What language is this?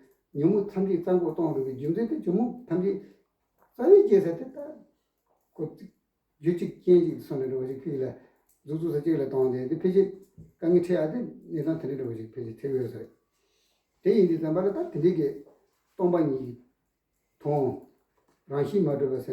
Tibetan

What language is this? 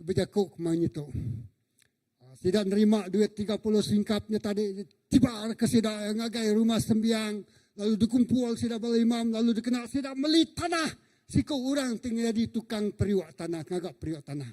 Iban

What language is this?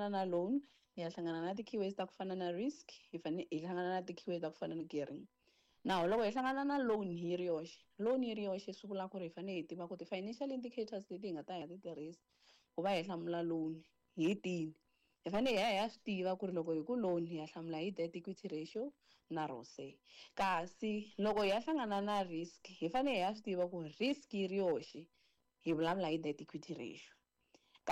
Tsonga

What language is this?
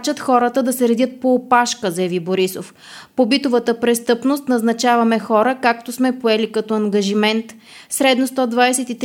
Bulgarian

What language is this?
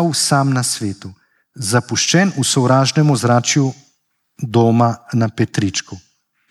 Slovenian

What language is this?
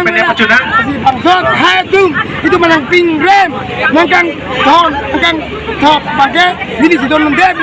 Karbi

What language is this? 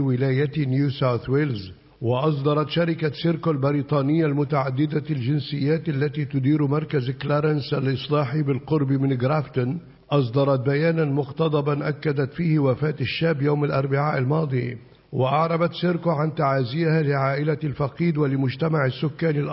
Arabic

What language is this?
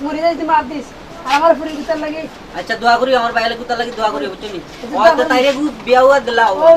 Sylheti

